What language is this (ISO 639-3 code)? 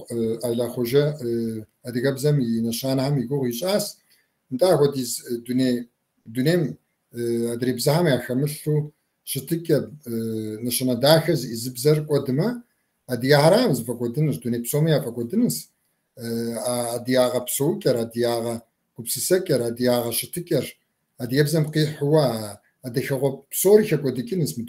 kbd